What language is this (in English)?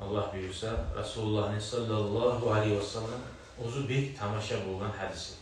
Kumyk